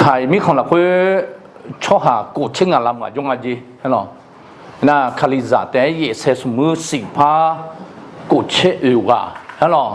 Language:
Akha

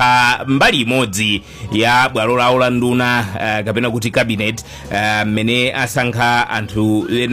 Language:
Nyanja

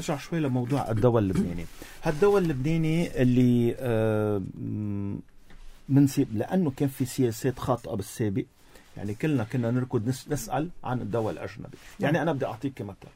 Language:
North Levantine Arabic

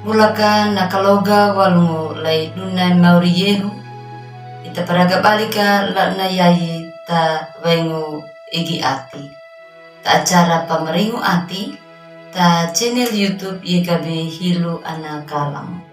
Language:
Anakalangu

